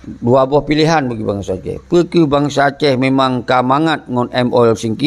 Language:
Achinese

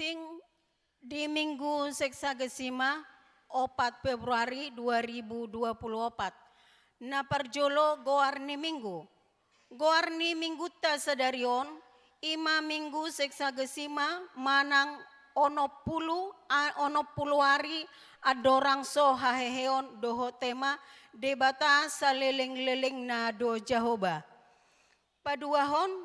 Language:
Batak Toba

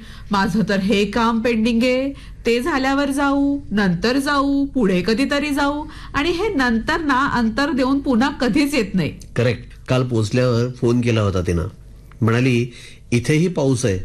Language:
Marathi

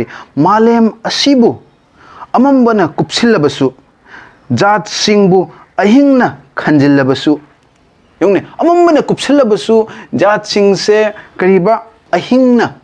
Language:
Manipuri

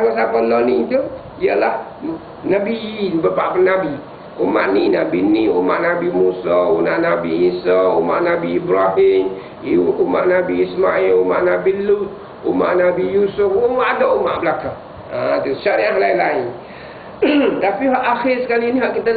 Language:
Malay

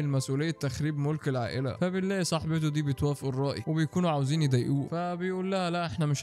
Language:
Egyptian Arabic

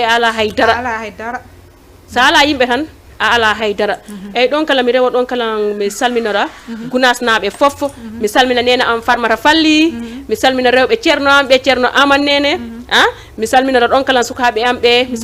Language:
Fula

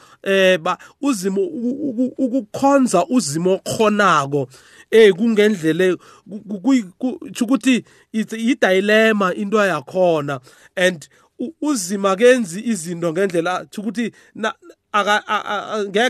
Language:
South Ndebele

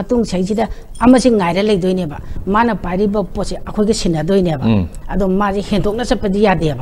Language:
Manipuri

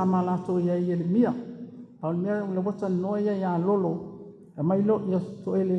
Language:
Samoan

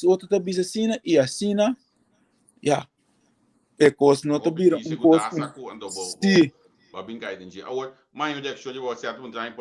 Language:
Papiamento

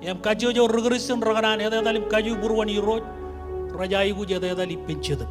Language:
Marshallese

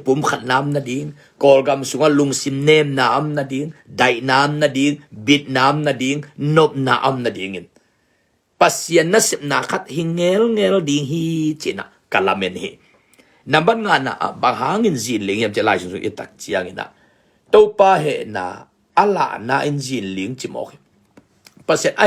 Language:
Tedim Chin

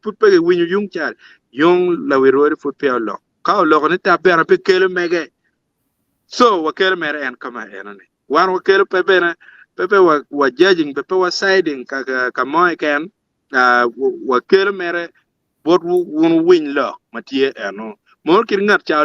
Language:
Acoli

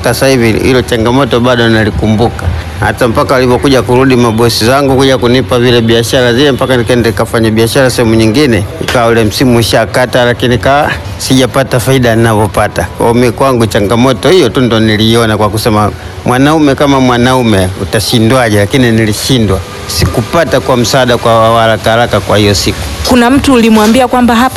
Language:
Swahili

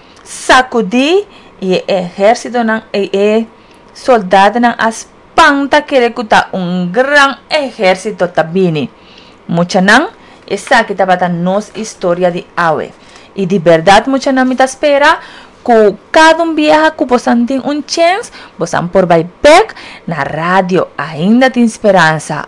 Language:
Papiamento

